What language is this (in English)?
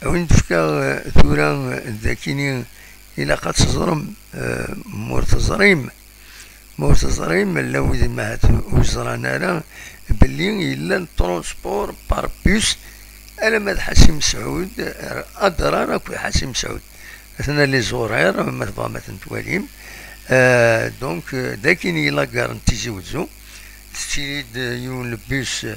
Kabyle